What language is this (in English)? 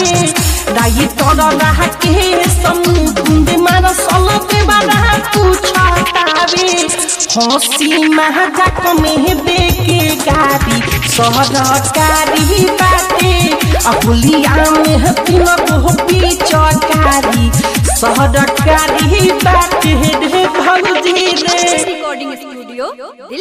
Bhojpuri